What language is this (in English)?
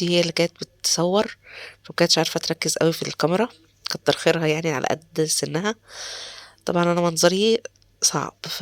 Egyptian Arabic